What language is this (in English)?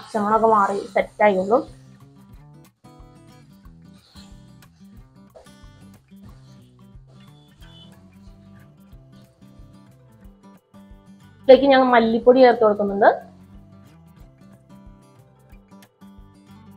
Malayalam